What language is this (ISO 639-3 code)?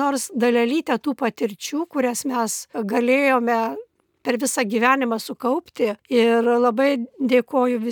lit